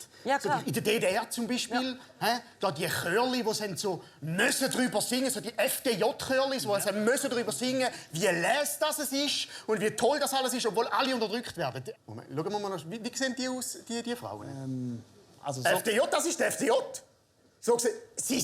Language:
Swiss German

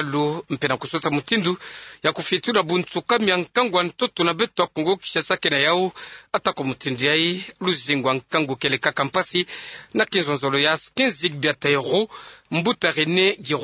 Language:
Kituba (Democratic Republic of Congo)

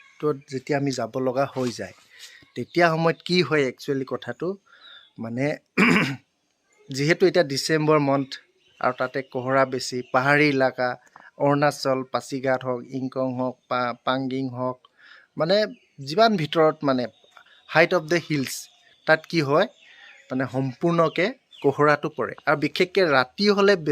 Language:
Assamese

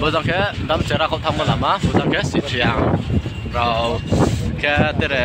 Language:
Riang (India)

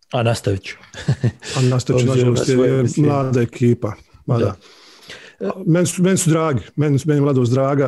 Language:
Bosnian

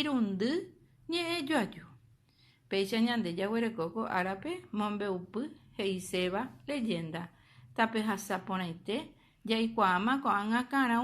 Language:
Guarani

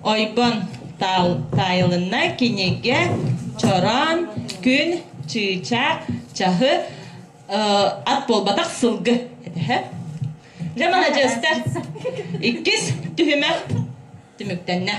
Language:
Yakut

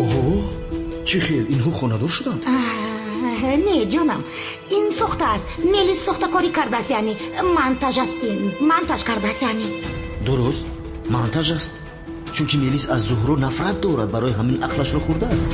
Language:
Tajik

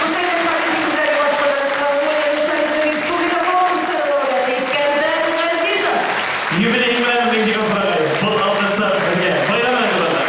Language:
Bashkir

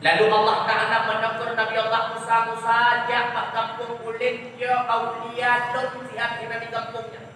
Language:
Achinese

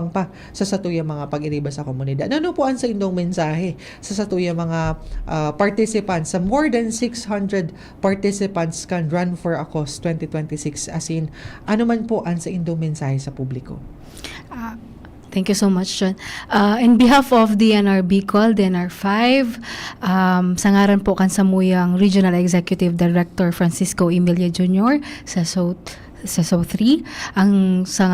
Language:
Bikol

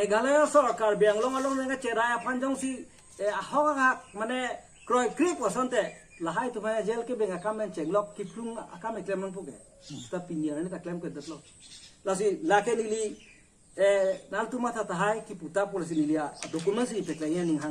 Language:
Karbi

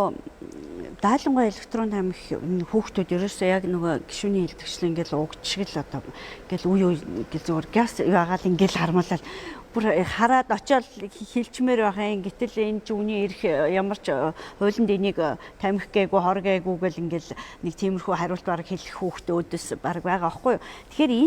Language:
Mongolian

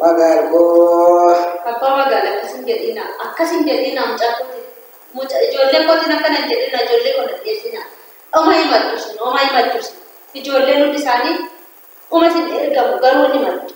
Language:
Oromo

